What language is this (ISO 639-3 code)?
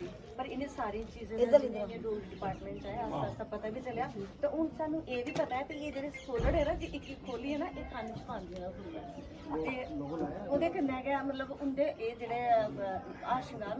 doi